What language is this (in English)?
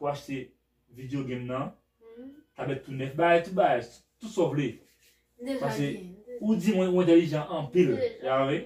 Haitian Creole